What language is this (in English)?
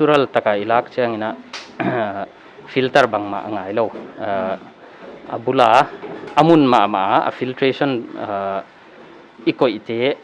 Paite Chin